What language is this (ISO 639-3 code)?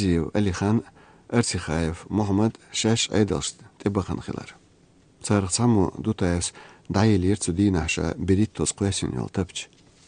che